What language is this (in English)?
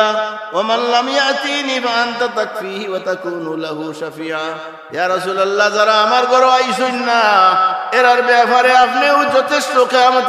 Sylheti